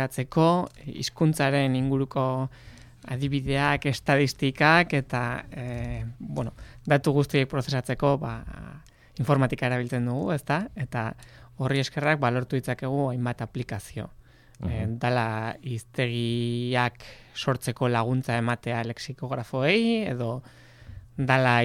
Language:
Basque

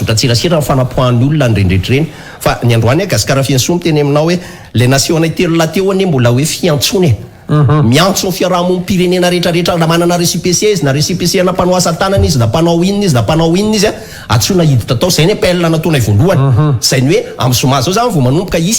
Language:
Malagasy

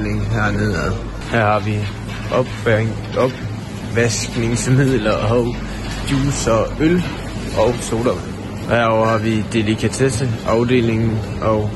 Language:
Danish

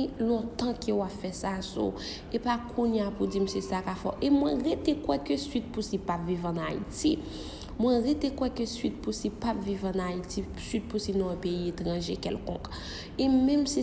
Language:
Haitian Creole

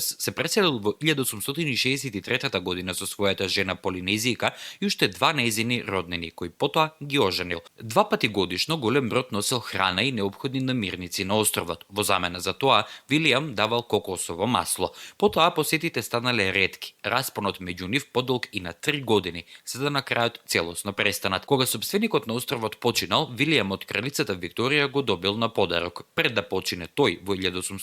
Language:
Macedonian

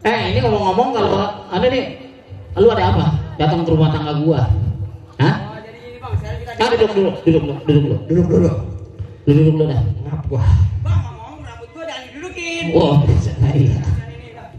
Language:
Betawi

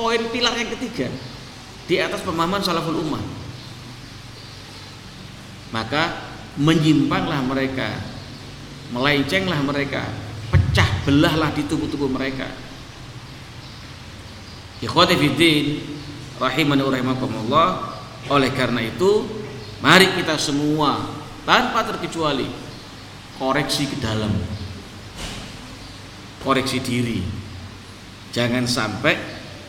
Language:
Indonesian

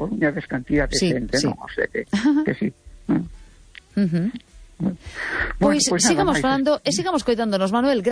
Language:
Galician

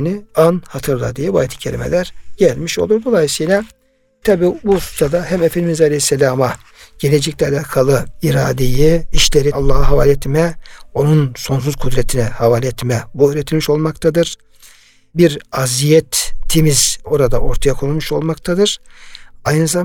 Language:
Turkish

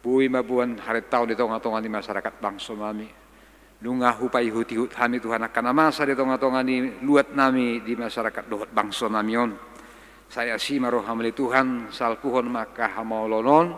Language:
Batak Toba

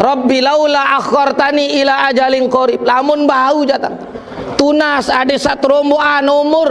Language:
Sasak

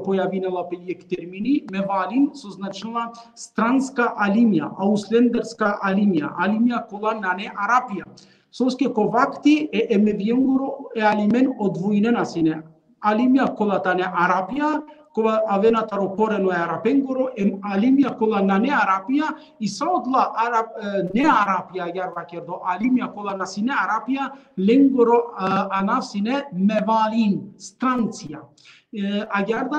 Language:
Balkan Romani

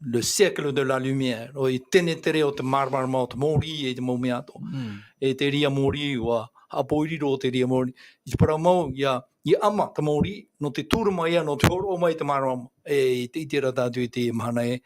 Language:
Tahitian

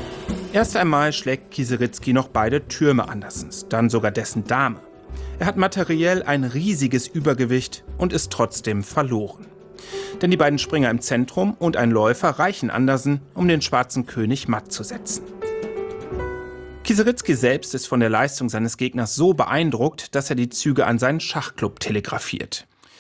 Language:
German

